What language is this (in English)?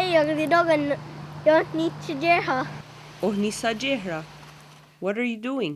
Mohawk